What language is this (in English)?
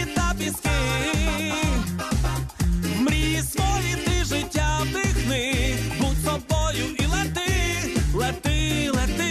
Ukrainian